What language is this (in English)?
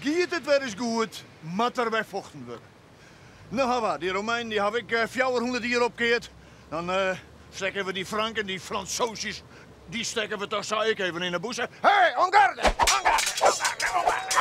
Western Frisian